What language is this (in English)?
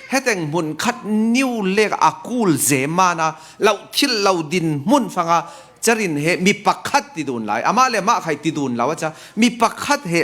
Falam Chin